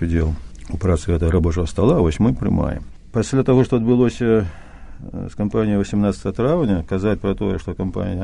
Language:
Belarusian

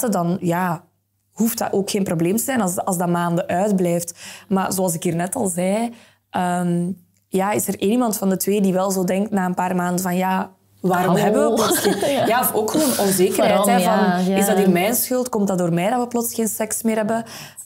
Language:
Dutch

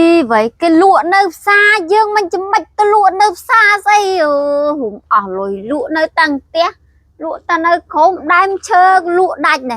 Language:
Khmer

